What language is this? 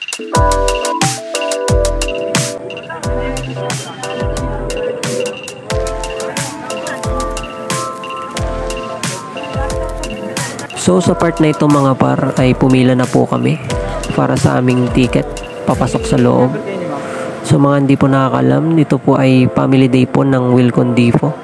Filipino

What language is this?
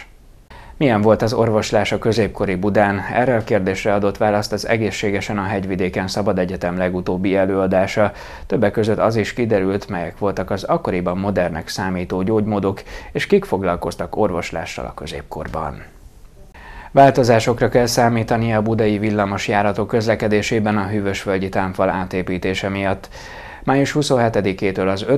Hungarian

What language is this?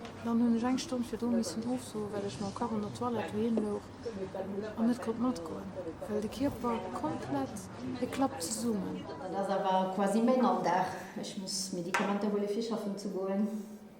Luxembourgish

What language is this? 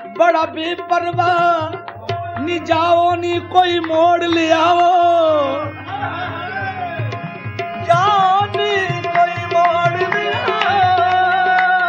Punjabi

